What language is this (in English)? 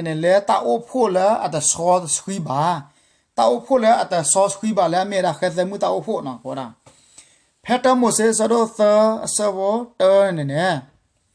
S'gaw Karen